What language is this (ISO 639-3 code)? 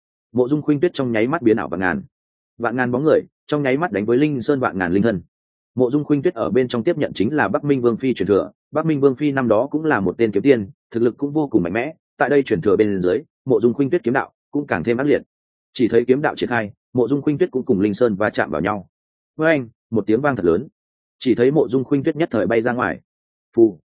vie